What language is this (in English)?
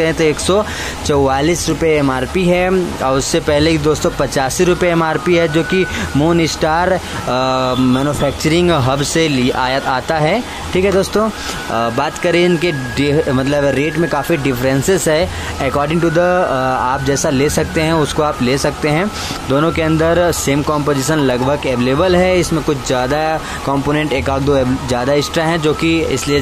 Hindi